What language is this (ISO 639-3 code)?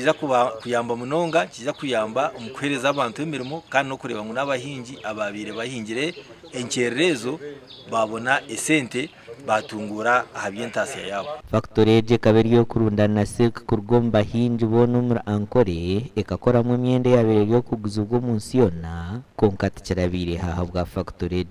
nyn